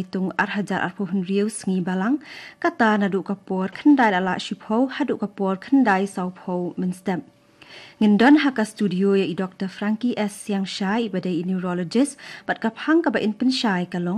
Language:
Khasi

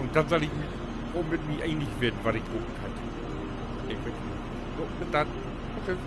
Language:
Low German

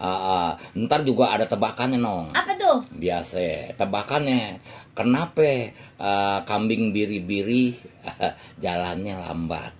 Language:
Betawi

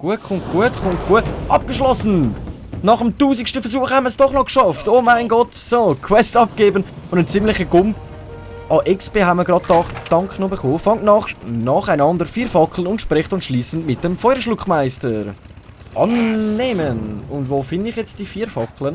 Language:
Swiss German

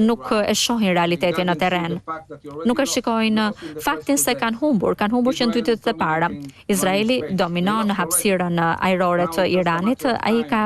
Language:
Albanian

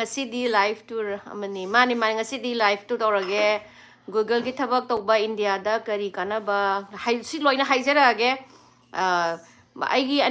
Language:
Manipuri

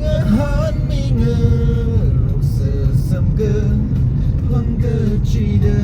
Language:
Tangkhul Naga (India)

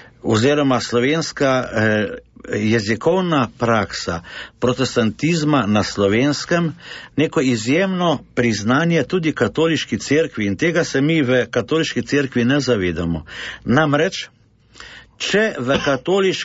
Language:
Slovenian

